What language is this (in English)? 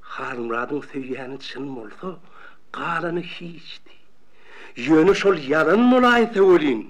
Turkmen